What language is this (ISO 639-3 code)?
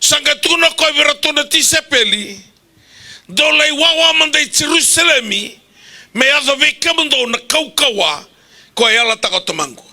fij